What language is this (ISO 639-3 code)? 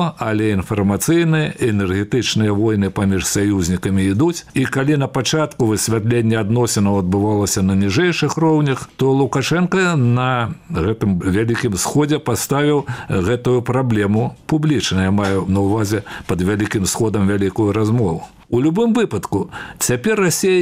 bel